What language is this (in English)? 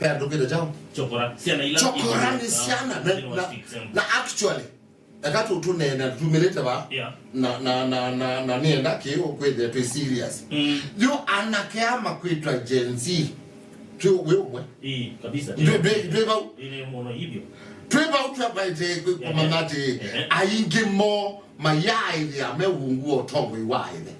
Kamba